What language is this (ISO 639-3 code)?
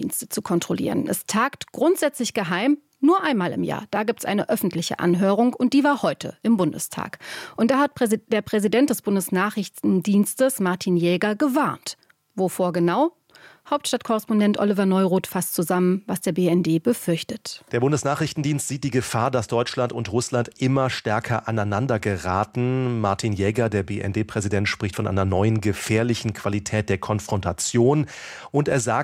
deu